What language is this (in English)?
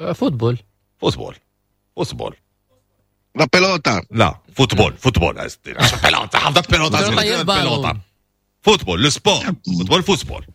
Moroccan Arabic